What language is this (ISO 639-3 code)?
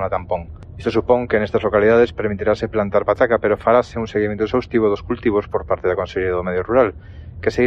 glg